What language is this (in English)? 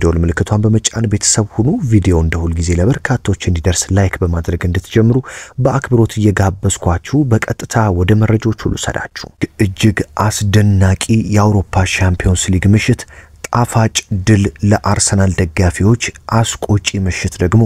Amharic